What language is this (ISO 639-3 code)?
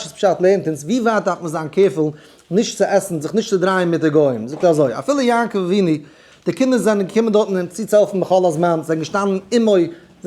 yid